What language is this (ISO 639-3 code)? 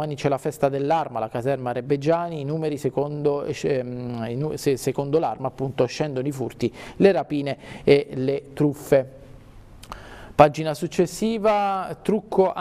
ita